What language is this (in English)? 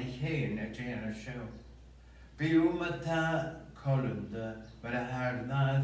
Scottish Gaelic